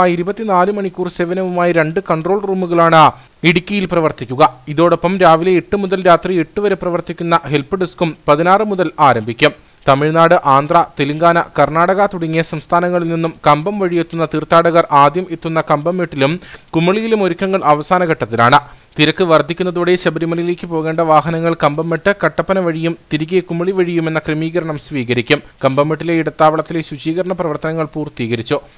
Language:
Malayalam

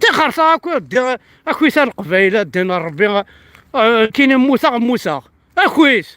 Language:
Kabyle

